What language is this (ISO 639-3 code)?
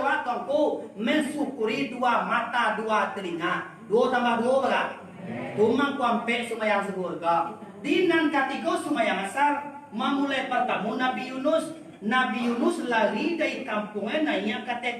min